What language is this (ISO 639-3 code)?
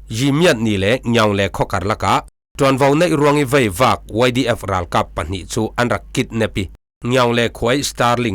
cfm